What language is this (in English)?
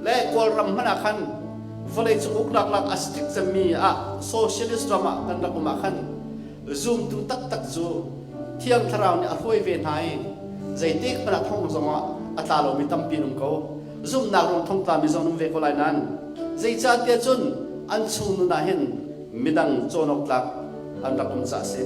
Hakha Chin